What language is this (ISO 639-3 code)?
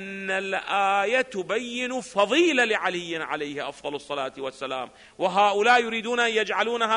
ara